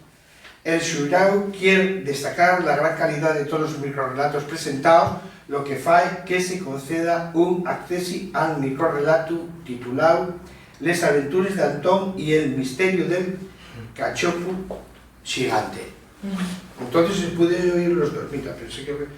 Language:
Asturian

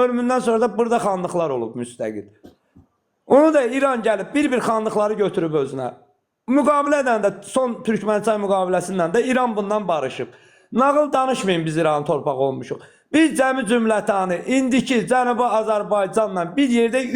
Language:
Azerbaijani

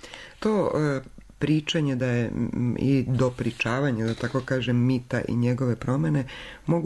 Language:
Serbian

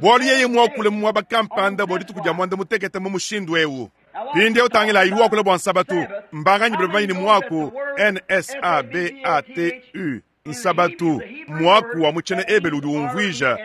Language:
Luba-Lulua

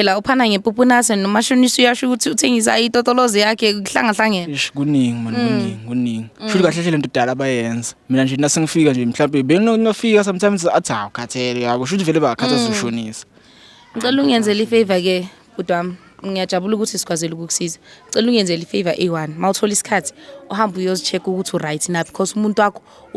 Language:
Zulu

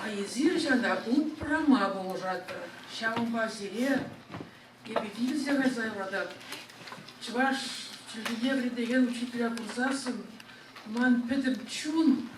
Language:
Chuvash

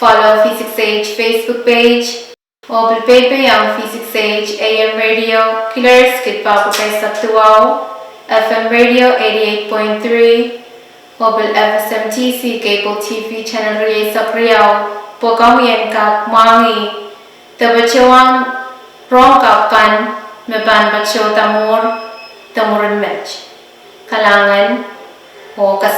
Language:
Pohnpeian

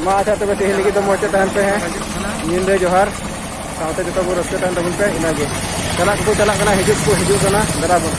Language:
Santali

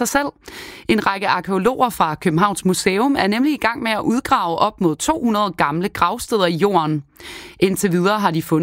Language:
Danish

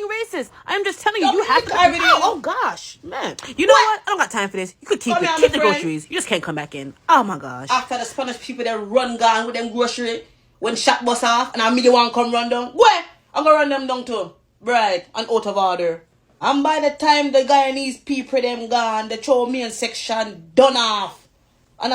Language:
Jamaican Creole English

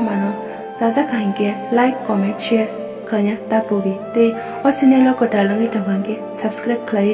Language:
Kok Borok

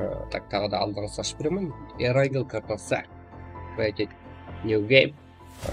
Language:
Kara-Kalpak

